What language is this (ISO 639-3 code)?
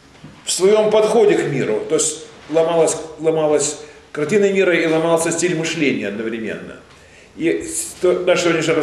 rus